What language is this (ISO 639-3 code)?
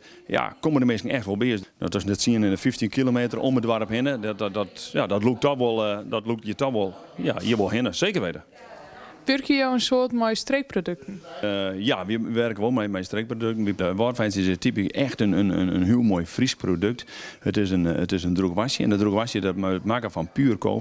fry